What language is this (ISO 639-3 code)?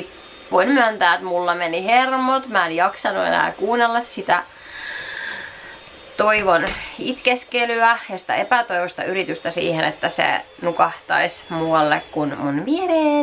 fin